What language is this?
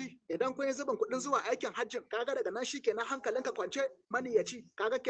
Hausa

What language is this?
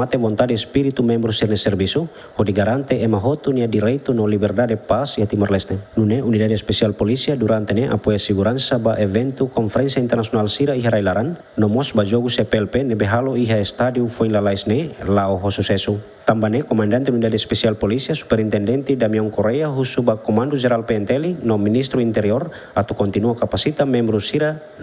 Tetum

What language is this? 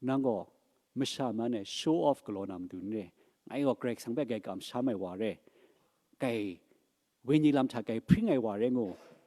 Kachin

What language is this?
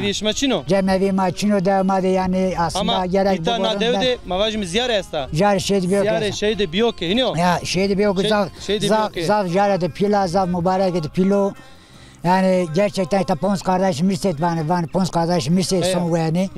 Zaza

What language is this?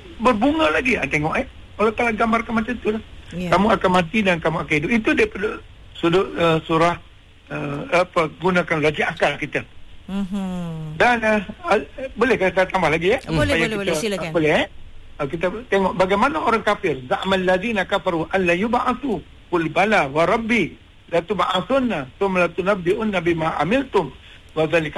Malay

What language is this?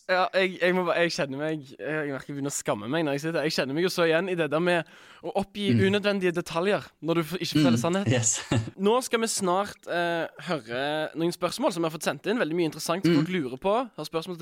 Norwegian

